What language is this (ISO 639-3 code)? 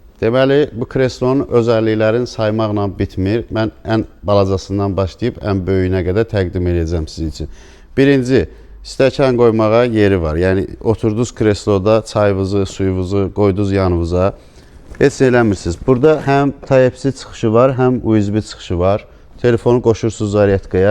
aze